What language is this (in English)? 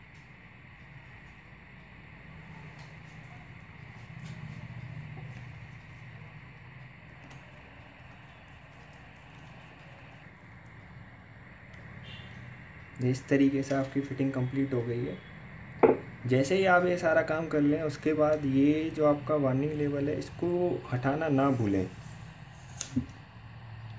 Hindi